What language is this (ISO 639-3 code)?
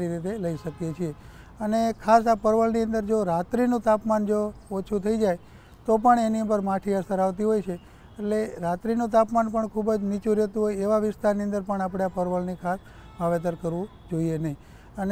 guj